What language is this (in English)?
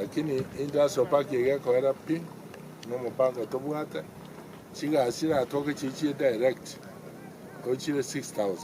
Gusii